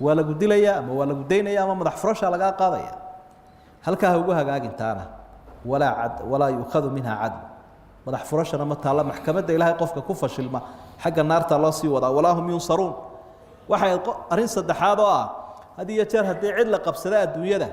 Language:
Somali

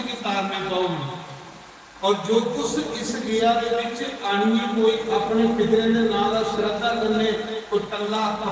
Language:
Dogri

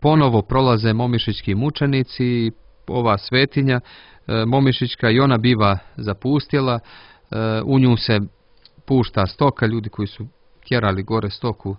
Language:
Serbian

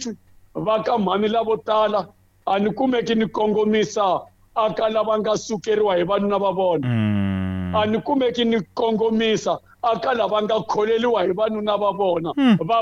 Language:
Tsonga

